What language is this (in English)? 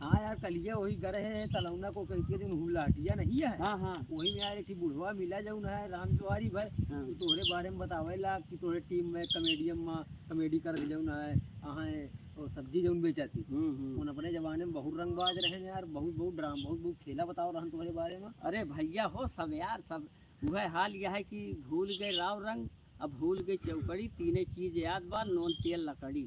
Awadhi